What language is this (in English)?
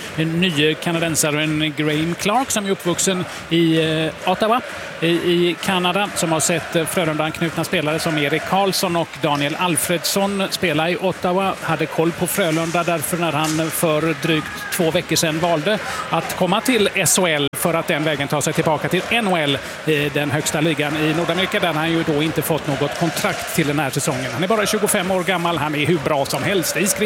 Swedish